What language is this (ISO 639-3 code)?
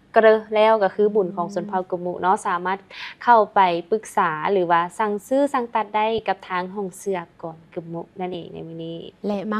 lao